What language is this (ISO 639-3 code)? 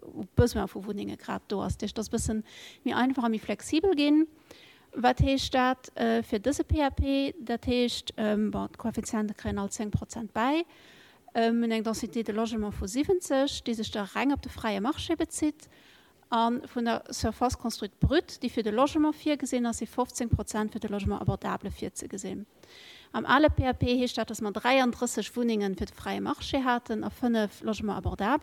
ltz